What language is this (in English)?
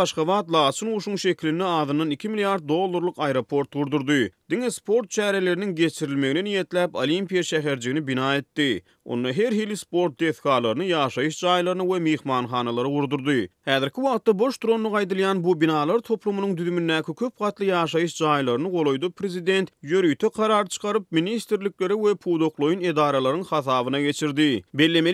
Turkmen